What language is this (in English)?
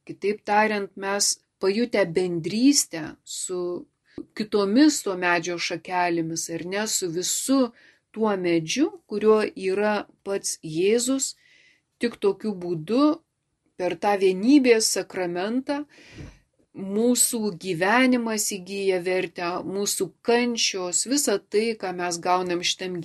Lithuanian